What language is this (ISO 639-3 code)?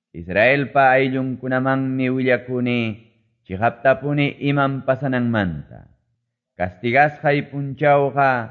que